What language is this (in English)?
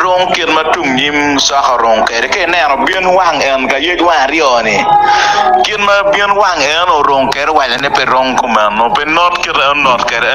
Acoli